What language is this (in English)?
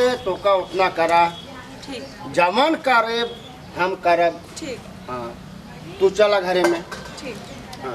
Bhojpuri